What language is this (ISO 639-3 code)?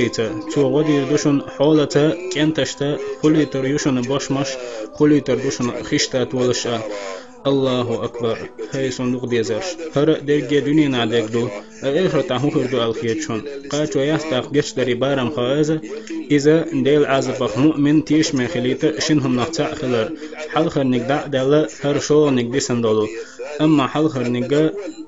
che